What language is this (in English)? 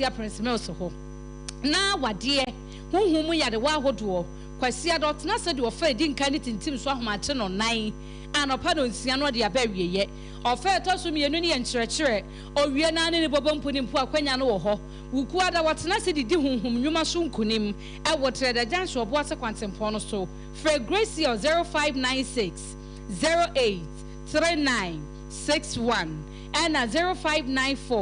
Akan